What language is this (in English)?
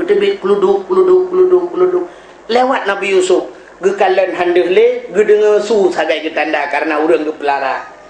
Achinese